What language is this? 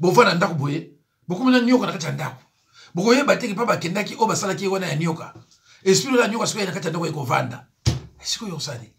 Lingala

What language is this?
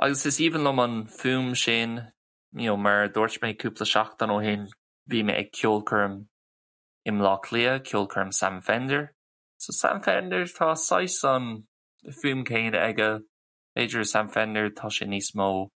Irish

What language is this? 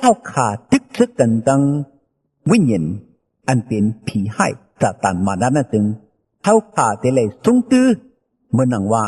Shan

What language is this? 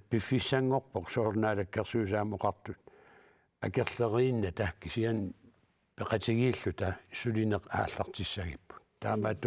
Kalaallisut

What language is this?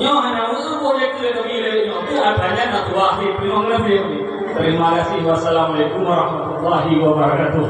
Achinese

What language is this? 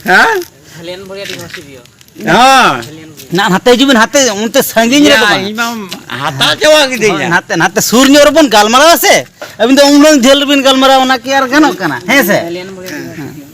Santali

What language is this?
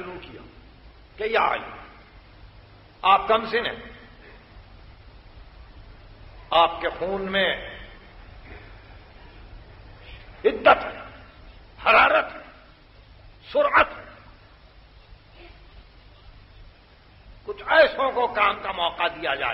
Urdu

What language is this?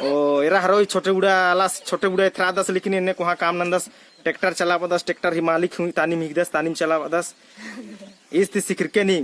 Kurukh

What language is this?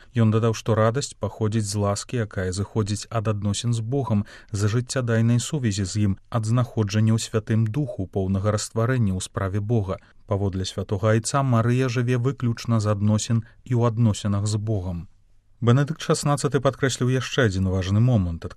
Belarusian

